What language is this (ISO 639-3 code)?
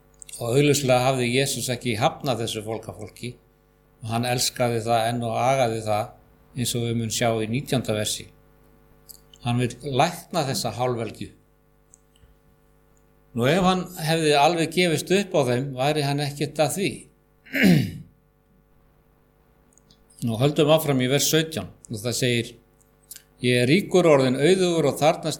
isl